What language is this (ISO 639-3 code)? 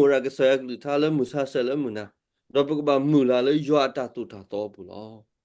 ksw